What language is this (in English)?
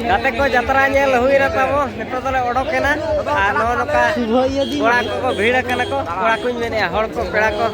Santali